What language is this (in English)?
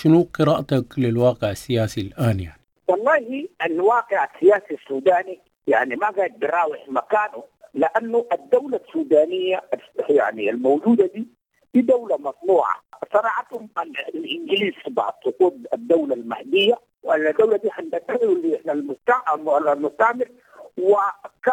Sudanese Arabic